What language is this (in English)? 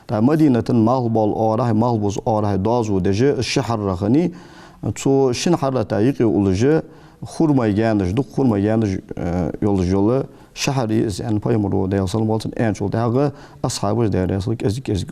Ingush